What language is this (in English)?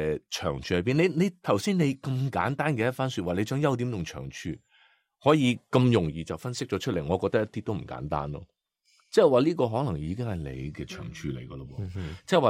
Cantonese